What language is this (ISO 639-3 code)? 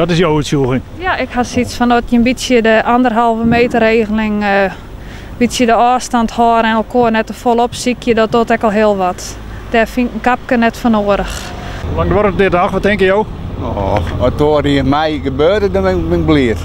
fry